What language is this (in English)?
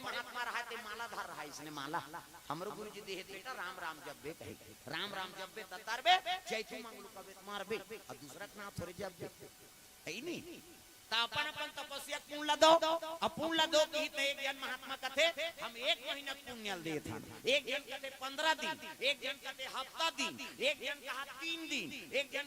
Chhattisgarhi